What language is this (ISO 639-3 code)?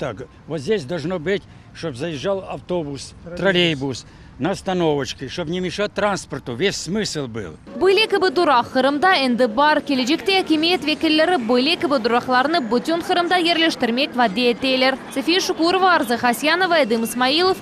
crh